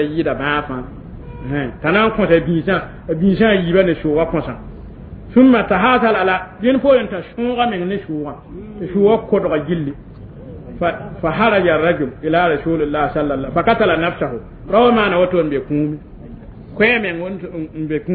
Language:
Mossi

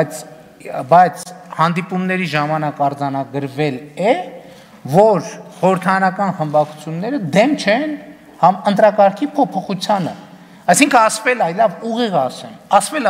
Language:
Armenian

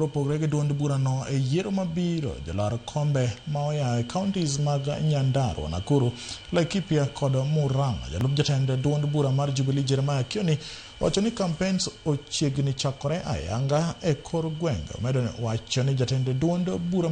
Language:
Luo (Kenya and Tanzania)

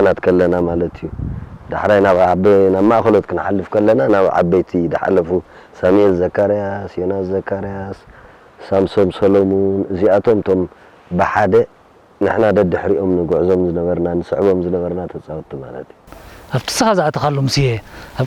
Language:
Tigrinya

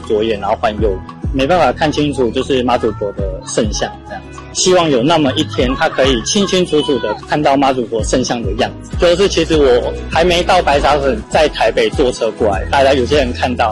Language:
Chinese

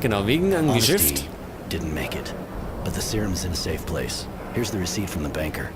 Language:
Bavarian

